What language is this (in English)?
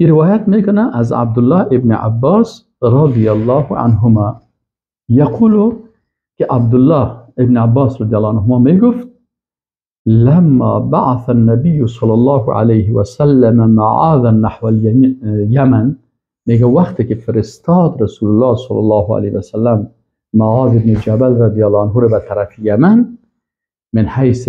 Persian